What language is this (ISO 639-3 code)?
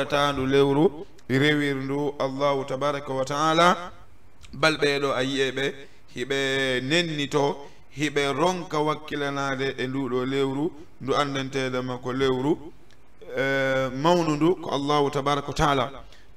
ful